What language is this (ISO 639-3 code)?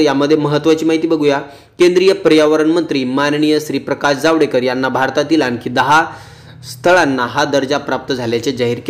mar